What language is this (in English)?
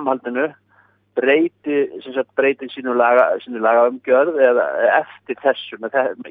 Icelandic